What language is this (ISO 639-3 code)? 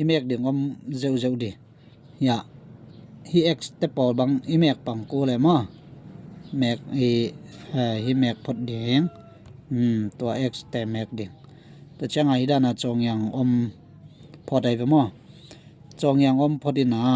ctd